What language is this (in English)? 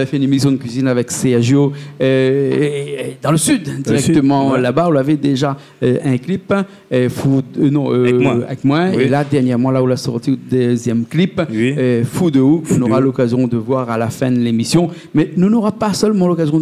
Réunion Creole French